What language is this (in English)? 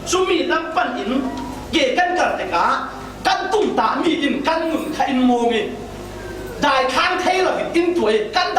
Falam Chin